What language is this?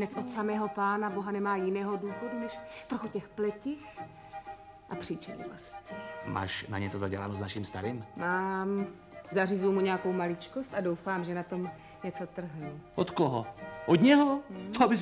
Czech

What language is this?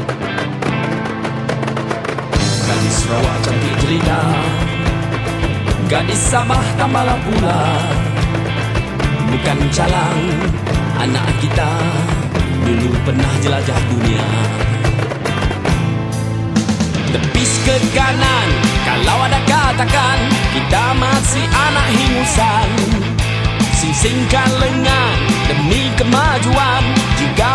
Malay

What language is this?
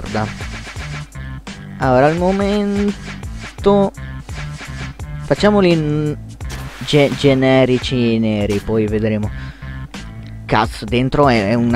Italian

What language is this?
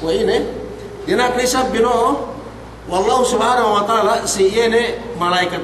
Yakan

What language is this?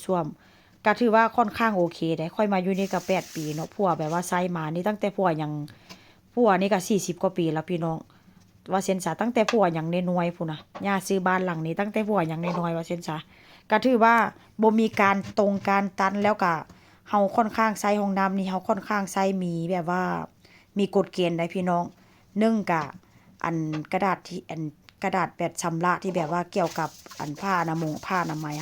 Northeastern Thai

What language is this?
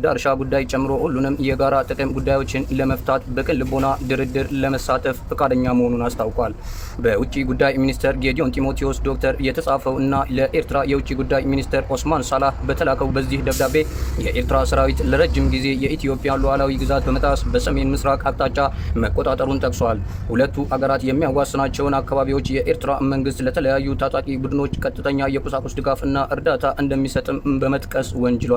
Amharic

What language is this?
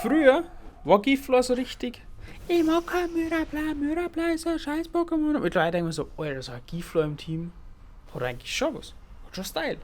Bavarian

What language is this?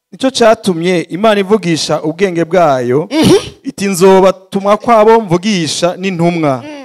Rundi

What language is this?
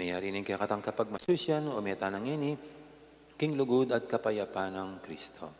Pampanga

